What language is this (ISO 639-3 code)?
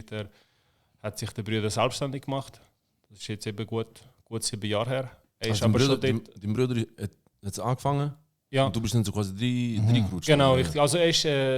gsw